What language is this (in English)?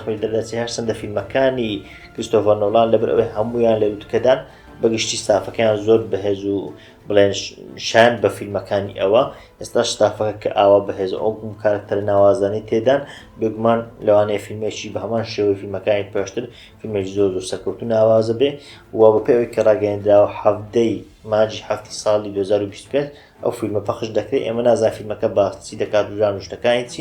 Central Kurdish